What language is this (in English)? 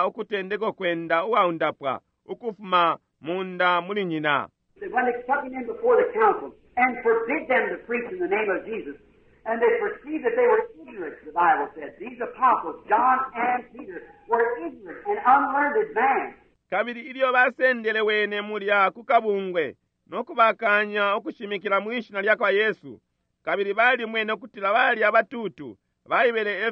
Bemba